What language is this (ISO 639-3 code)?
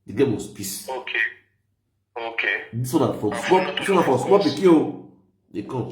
pcm